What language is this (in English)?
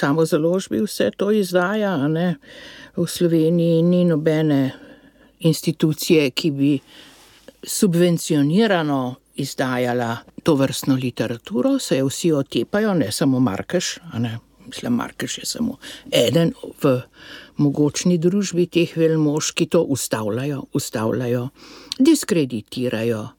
Slovenian